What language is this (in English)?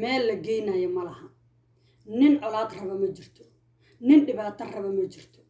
Somali